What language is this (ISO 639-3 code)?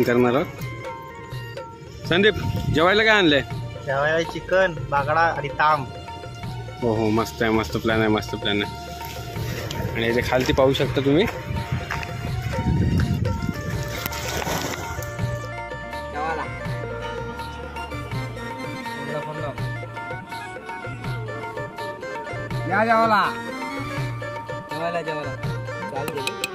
mar